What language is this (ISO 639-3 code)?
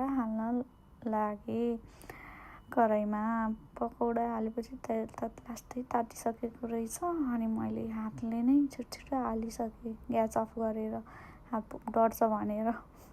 nep